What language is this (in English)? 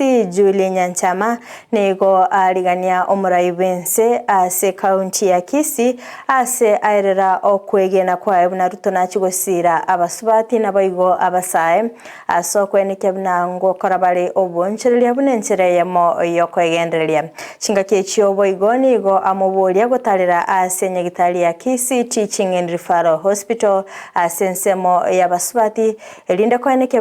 Gusii